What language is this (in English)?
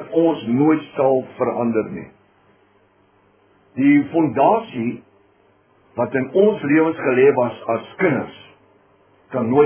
Afrikaans